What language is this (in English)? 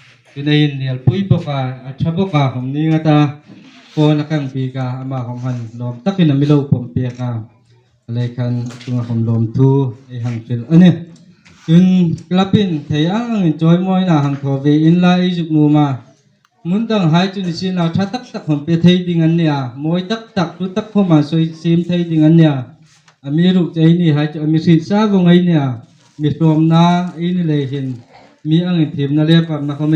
Hmar